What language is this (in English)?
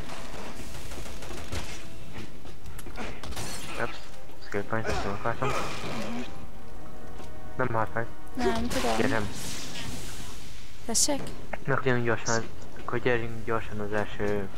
Hungarian